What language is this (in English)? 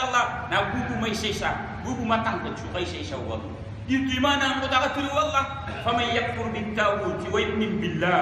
Maranao